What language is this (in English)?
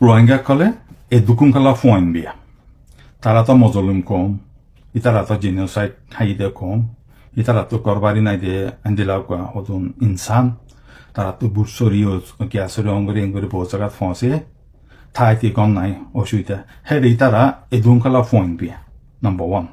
Rohingya